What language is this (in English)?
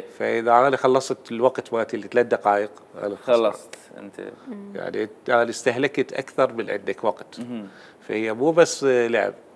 Mesopotamian Arabic